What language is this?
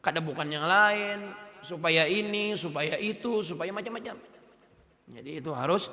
Banjar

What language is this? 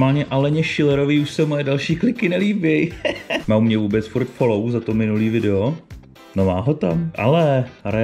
Czech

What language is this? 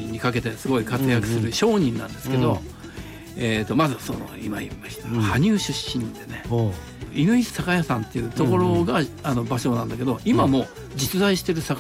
Japanese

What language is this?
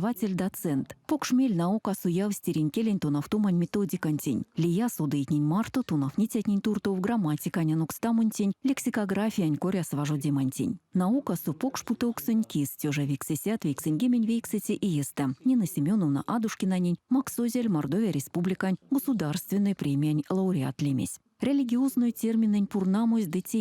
Erzya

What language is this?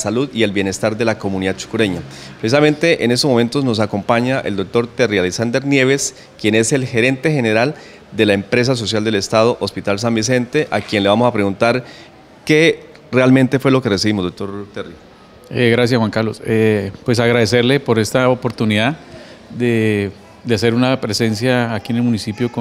Spanish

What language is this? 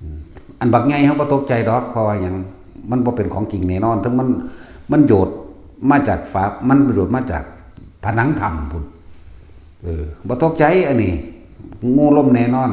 Northeastern Thai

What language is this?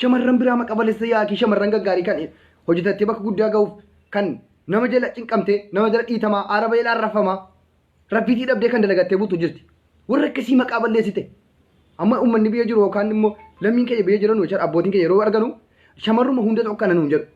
Oromo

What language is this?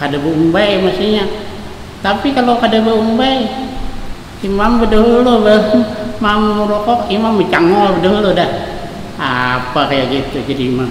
Banjar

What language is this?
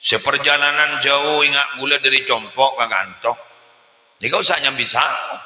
Madurese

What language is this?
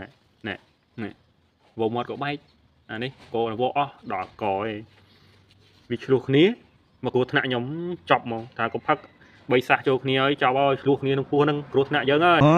Khmer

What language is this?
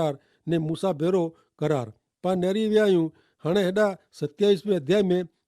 Kachhi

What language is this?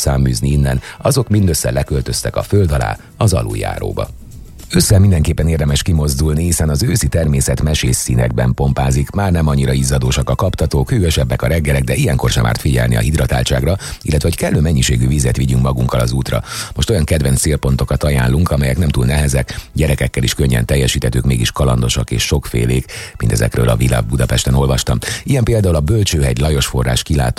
Hungarian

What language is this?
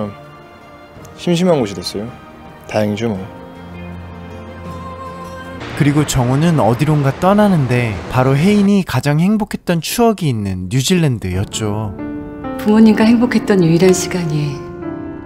Korean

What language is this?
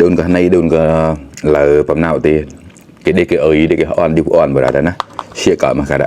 Mon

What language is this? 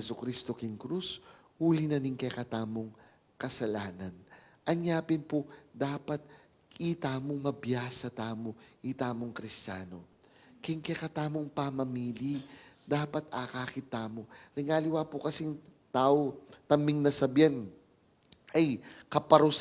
Pampanga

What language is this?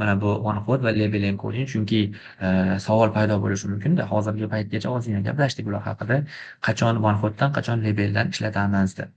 Uzbek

